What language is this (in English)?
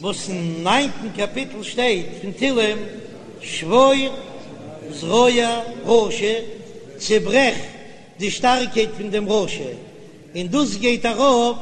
Yiddish